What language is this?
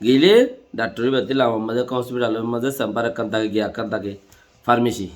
Rohingya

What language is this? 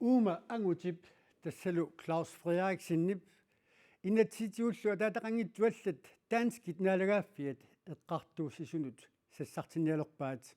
Kalaallisut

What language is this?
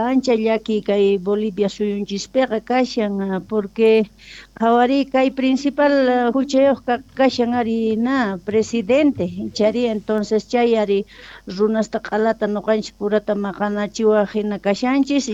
Quechua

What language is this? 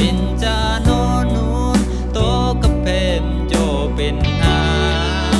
Rumai Palaung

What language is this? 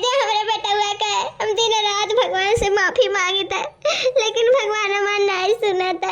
Awadhi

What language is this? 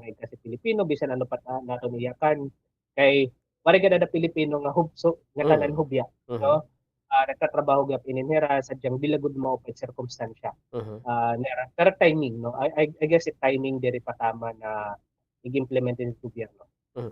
Waray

